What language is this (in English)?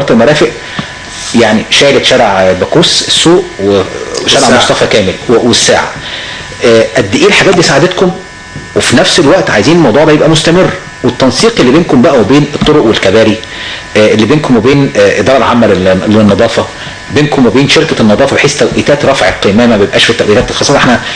Egyptian Arabic